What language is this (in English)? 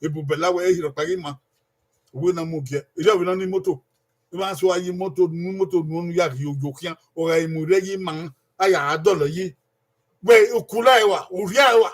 Bini